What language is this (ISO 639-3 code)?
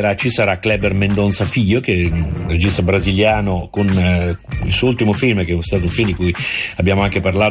ita